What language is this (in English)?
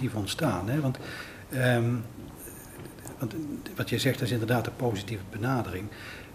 Dutch